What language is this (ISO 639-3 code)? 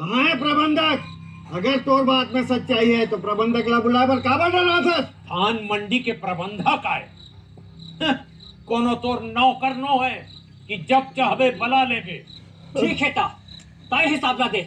hne